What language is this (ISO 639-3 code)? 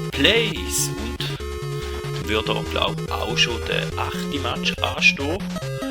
gsw